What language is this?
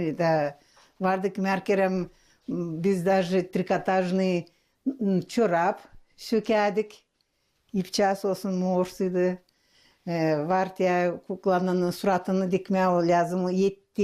Gagauz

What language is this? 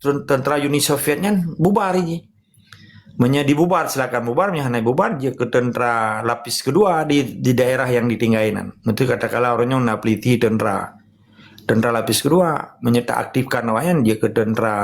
Achinese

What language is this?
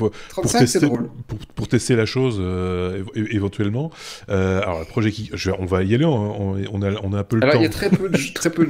French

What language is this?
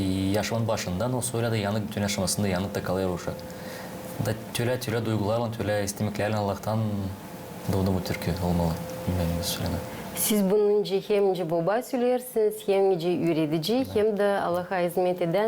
Gagauz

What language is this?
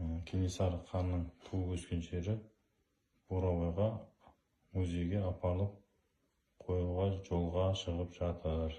Kazakh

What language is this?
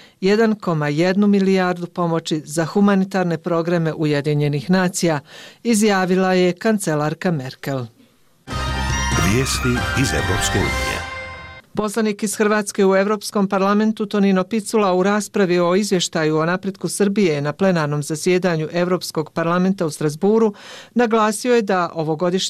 Bosnian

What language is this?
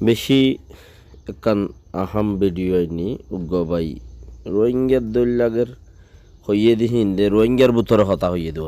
Rohingya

